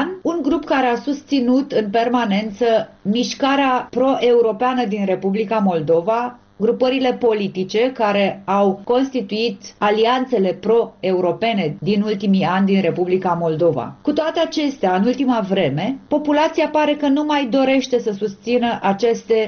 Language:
Romanian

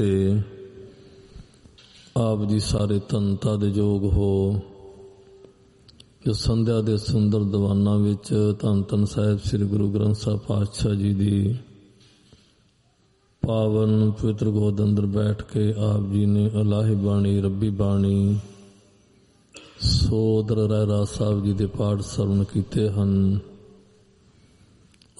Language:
Punjabi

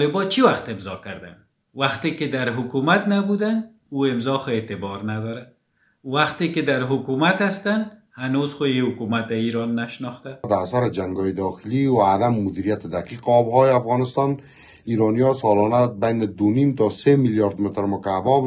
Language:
Persian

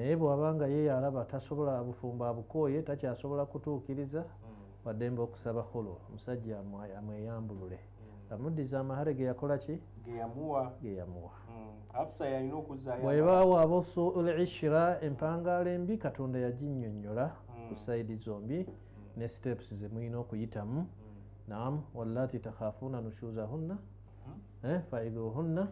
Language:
Ganda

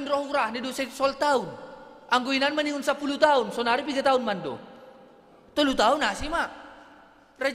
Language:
Batak Simalungun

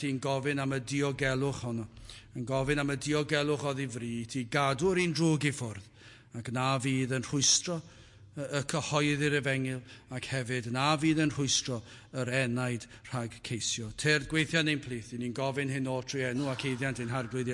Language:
Welsh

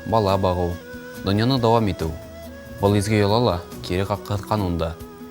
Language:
Bashkir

